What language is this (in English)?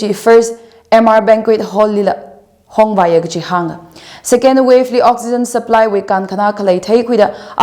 Tangkhul Naga (India)